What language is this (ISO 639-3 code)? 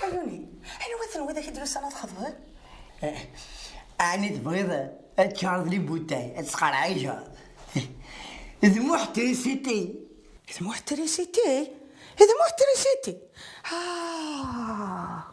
kab